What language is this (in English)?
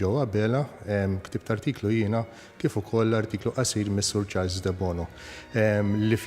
Maltese